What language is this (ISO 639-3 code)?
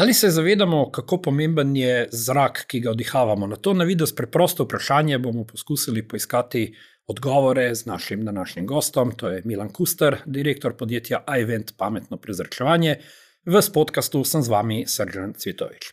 slv